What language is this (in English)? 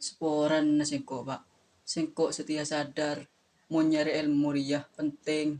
Madurese